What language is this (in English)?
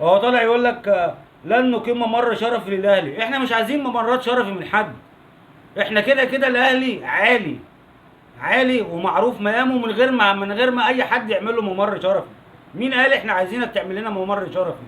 Egyptian Arabic